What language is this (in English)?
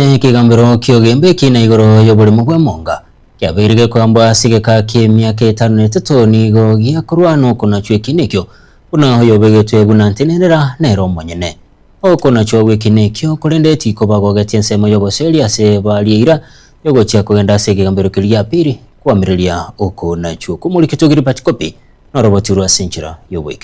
Gusii